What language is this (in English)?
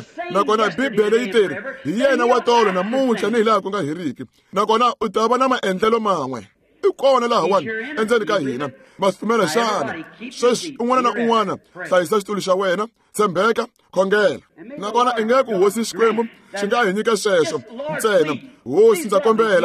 Tsonga